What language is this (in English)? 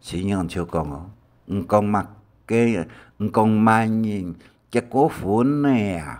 Hakka Chinese